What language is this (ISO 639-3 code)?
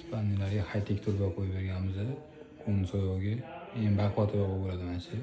uzb